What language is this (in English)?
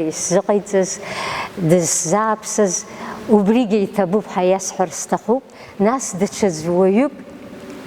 Abkhazian